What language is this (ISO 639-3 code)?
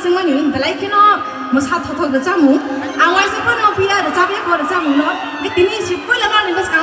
trp